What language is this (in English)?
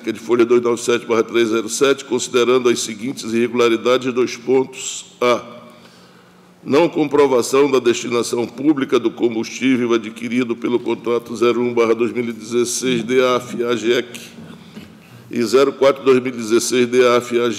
Portuguese